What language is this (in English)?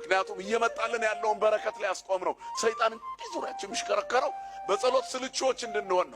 Amharic